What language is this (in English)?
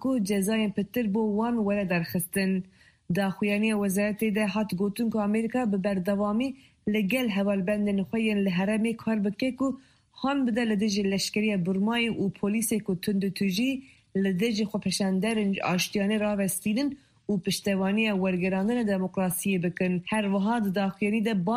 Kurdish